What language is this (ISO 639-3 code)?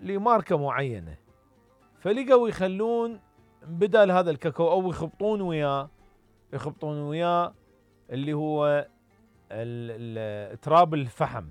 acm